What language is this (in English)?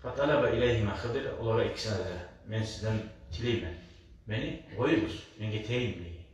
Kumyk